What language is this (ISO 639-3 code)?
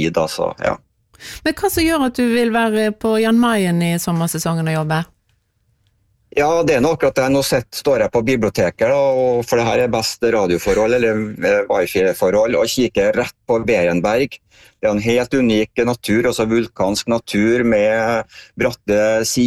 nor